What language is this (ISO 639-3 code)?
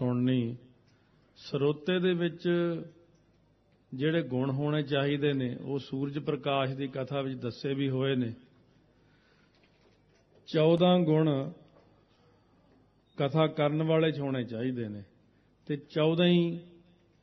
pan